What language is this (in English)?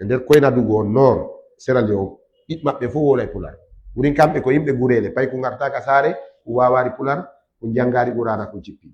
Fula